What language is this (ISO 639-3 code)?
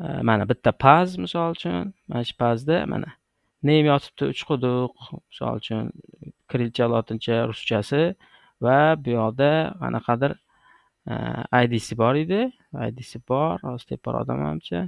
uzb